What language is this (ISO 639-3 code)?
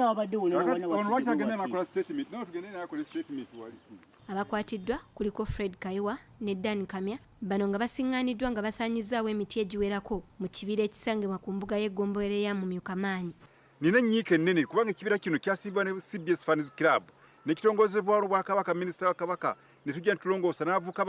lug